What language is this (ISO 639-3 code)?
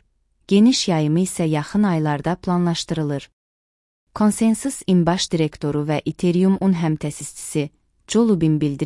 aze